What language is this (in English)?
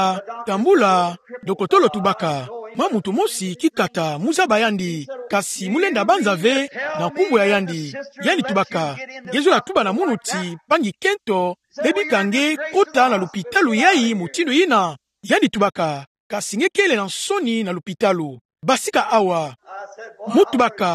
Kituba (Democratic Republic of Congo)